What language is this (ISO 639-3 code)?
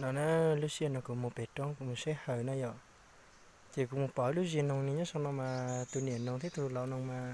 hmn